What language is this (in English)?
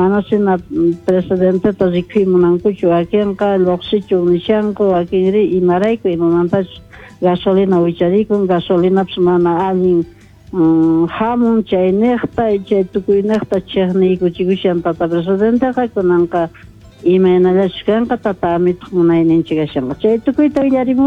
Quechua